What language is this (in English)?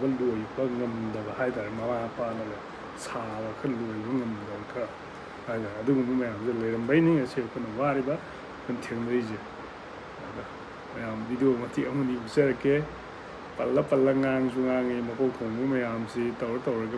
Manipuri